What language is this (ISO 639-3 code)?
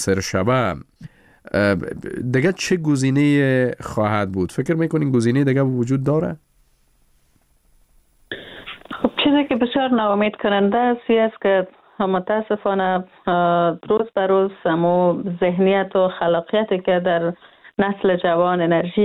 fas